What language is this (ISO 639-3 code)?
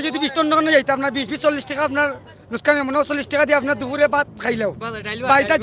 syl